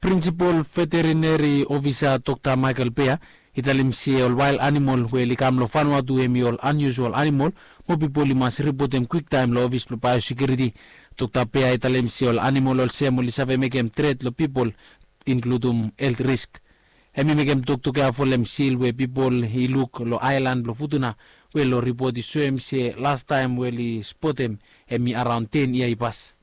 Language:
Bislama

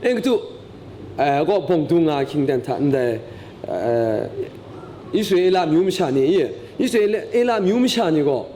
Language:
Kachin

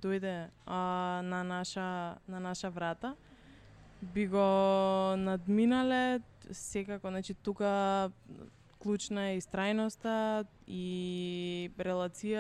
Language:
Macedonian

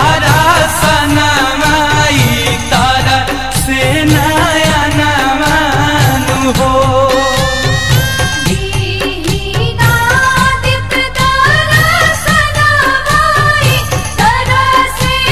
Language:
Bhojpuri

